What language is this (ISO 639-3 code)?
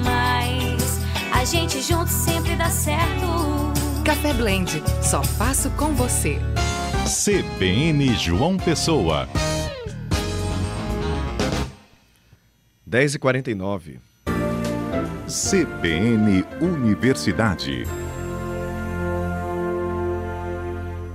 por